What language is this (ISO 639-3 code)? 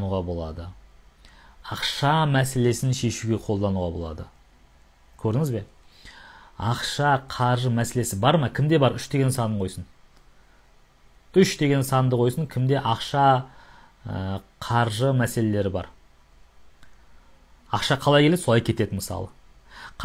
kaz